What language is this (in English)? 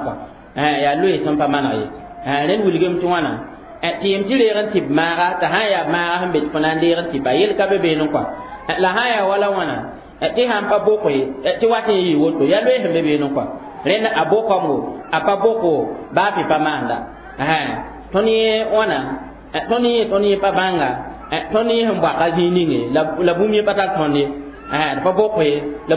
Mossi